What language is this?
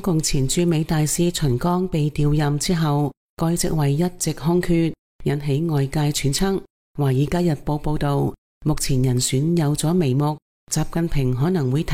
Cantonese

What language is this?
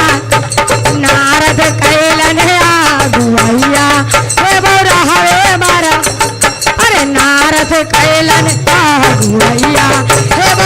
Magahi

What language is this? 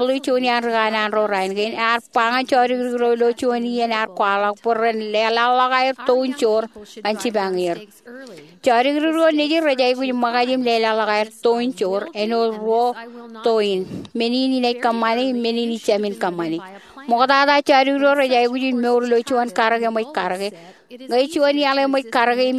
Marshallese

